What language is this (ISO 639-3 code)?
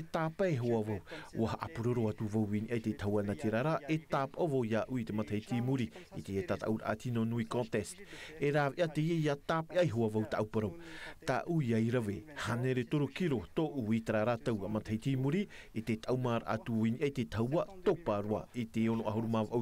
tah